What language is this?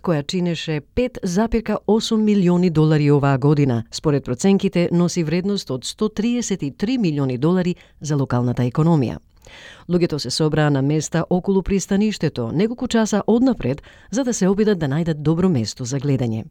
Macedonian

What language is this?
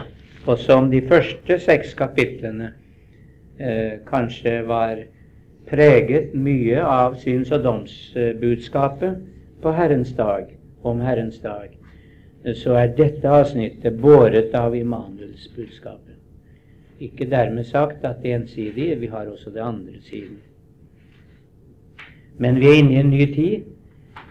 Norwegian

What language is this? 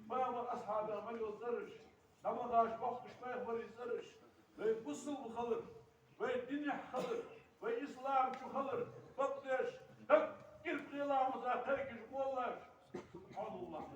Ingush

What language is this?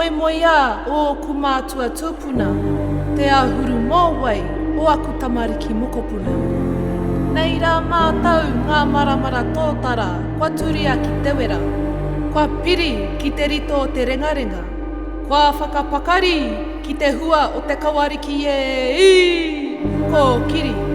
Māori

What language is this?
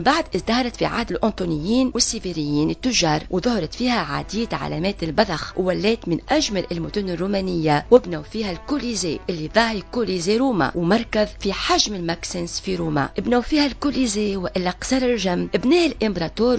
Tunisian Arabic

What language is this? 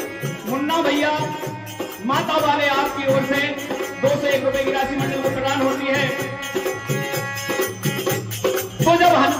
Hindi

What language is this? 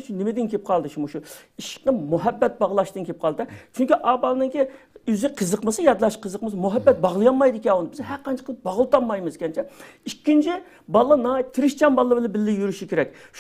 Uyghur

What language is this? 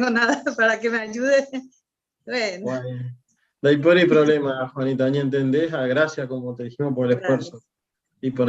Guarani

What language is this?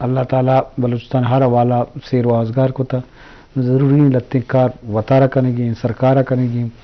Eastern Balochi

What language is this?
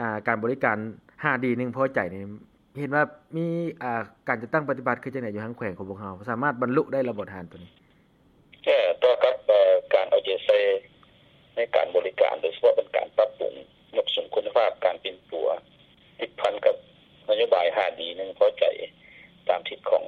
Lao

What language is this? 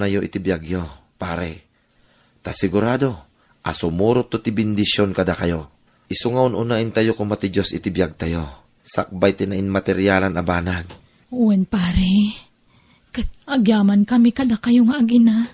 Iloko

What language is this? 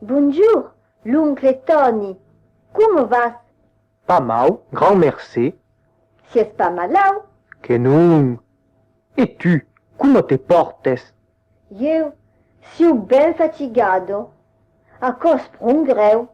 Occitan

